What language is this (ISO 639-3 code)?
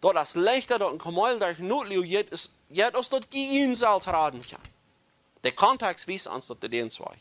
pdt